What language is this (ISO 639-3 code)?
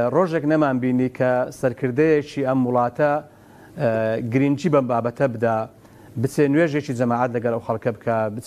ckb